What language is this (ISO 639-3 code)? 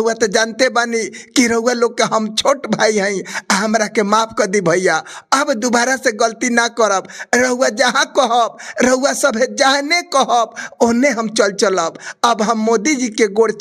bho